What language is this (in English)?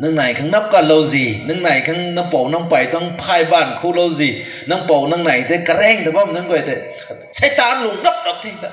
Rongmei Naga